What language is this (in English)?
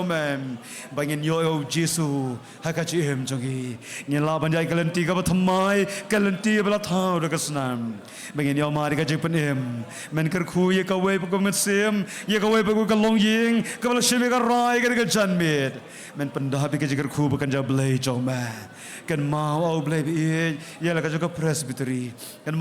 Khasi